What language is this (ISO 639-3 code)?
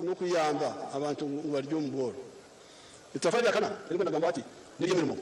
nyn